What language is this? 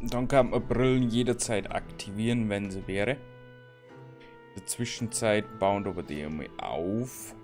Bavarian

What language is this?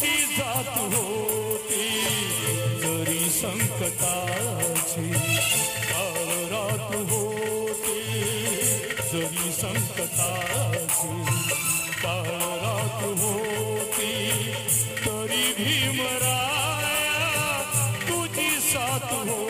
Marathi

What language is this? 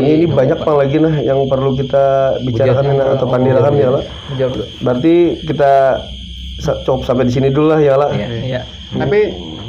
Banjar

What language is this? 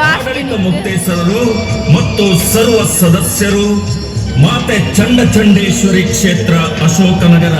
Tulu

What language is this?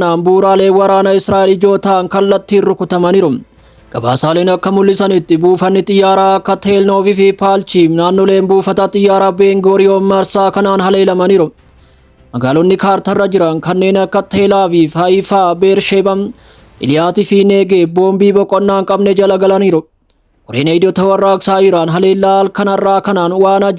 Oromo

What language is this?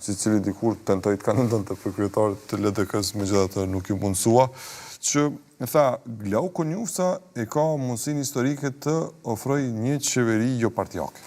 Albanian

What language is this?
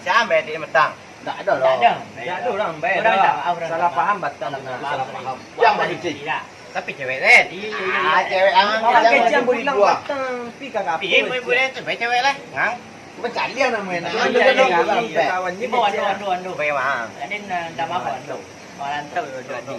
Minangkabau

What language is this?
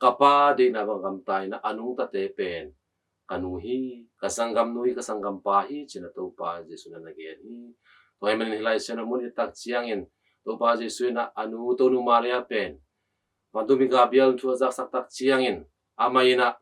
Tedim Chin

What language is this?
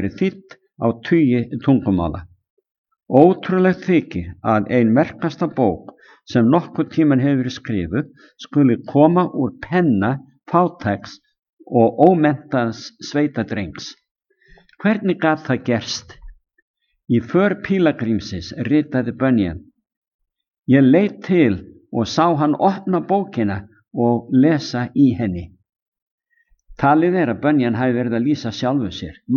Icelandic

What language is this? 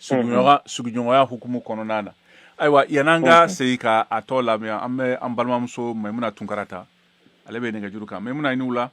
Bambara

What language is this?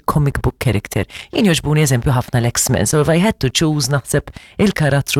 Maltese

